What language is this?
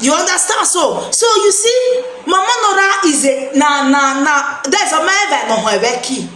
Nigerian Pidgin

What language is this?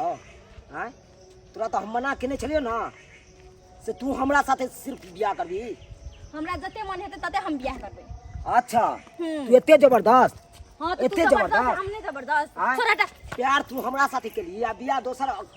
Maithili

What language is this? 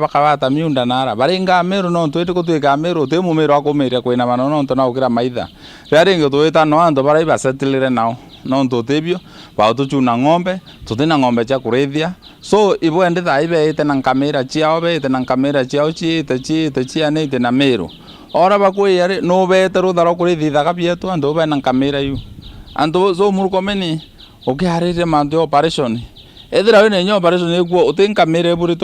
Meru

